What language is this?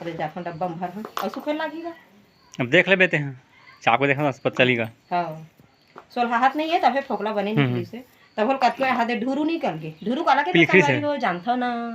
Chhattisgarhi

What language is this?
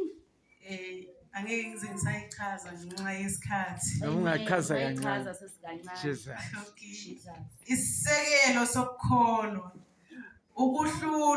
Zulu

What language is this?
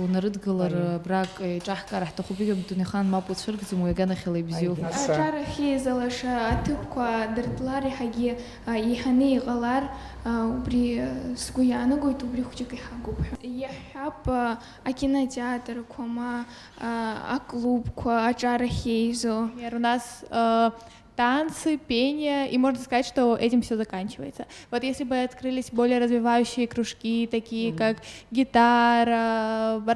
Abkhazian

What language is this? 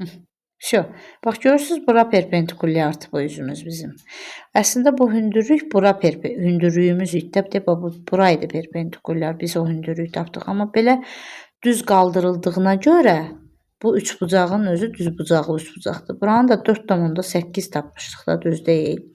Azerbaijani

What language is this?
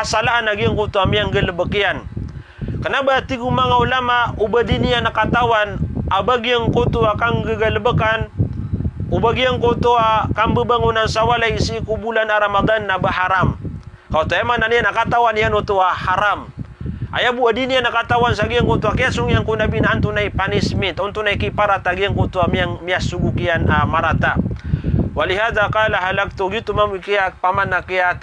Maranao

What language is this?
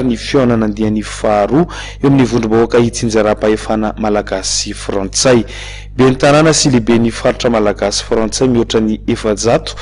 Malagasy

